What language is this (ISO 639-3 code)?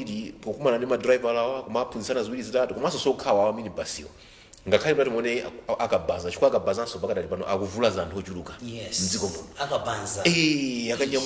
nya